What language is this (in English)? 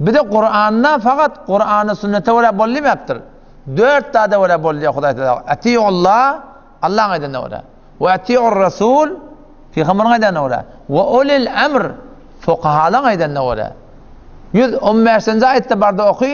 Turkmen